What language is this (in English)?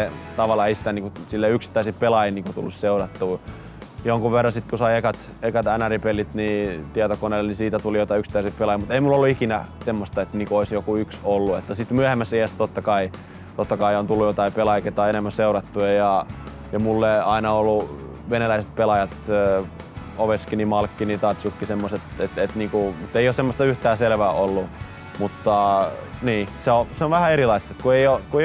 Finnish